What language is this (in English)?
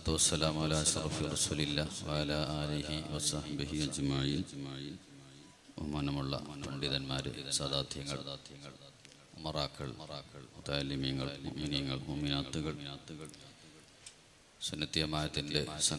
Malayalam